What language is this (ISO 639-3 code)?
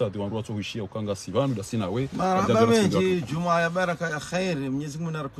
zdj